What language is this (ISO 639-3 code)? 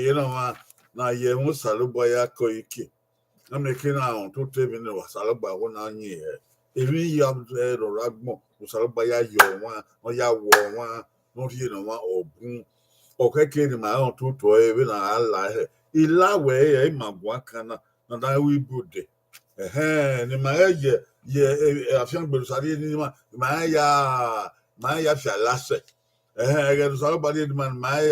bin